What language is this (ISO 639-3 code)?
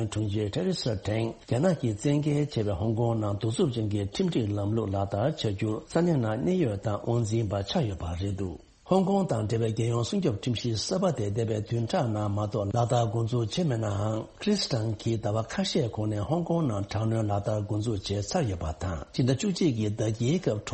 bod